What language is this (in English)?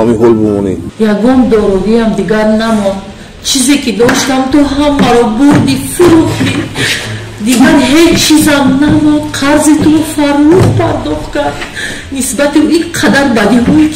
Tajik